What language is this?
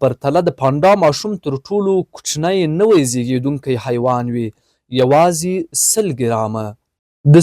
Pashto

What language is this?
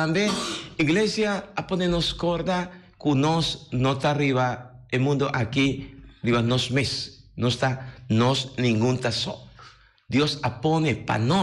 Papiamento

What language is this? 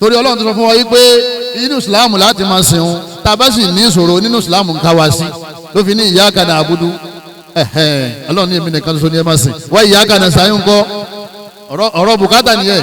Yoruba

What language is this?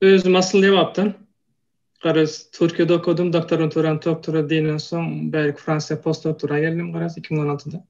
Turkmen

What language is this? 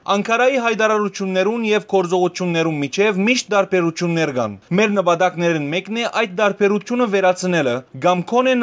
Western Armenian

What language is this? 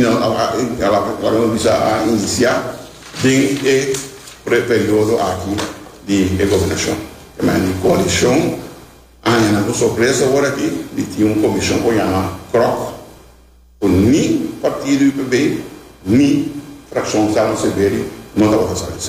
Papiamento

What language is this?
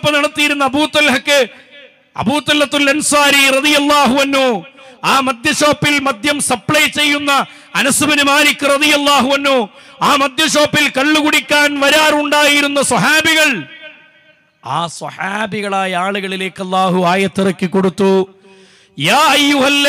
Malayalam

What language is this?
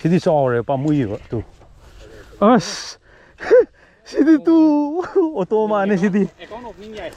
Manipuri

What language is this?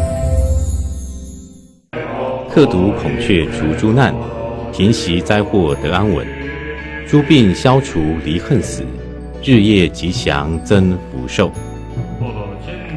Chinese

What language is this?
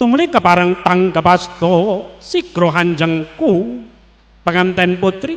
Javanese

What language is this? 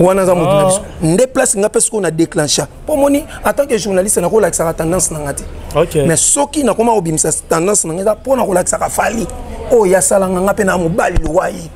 Lingala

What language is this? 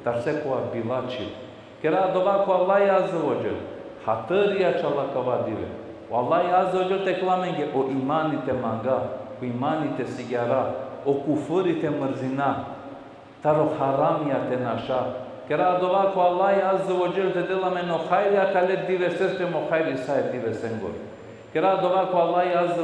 Balkan Romani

